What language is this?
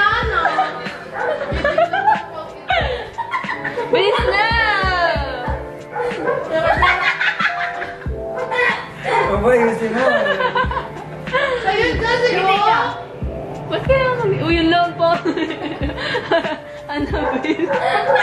Filipino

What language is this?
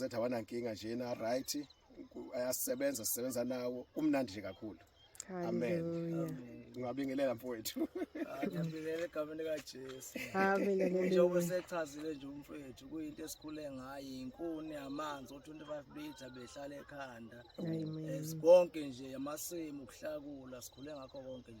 Zulu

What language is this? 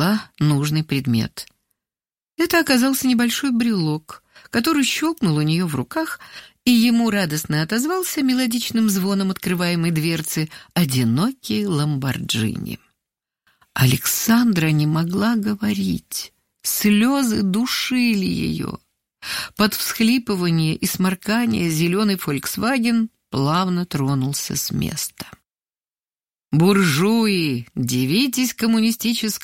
Russian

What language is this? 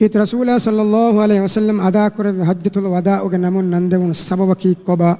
Divehi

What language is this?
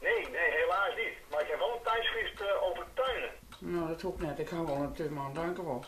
Western Frisian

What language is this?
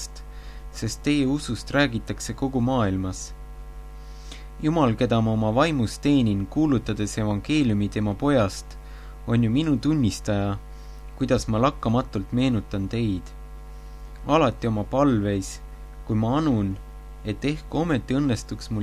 Estonian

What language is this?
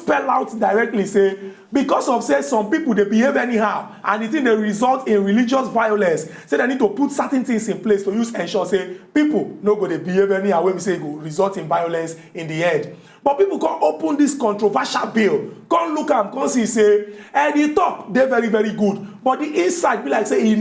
Nigerian Pidgin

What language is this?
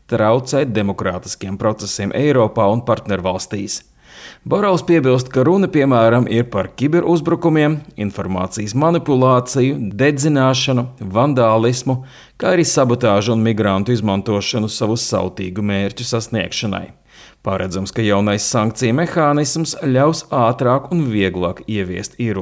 Latvian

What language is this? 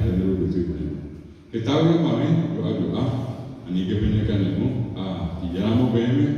Guarani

